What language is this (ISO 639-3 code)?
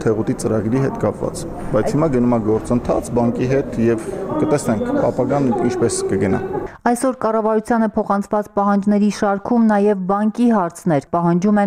hye